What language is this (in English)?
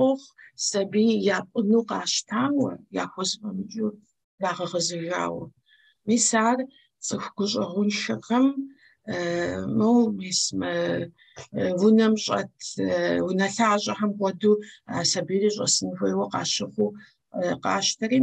Kabardian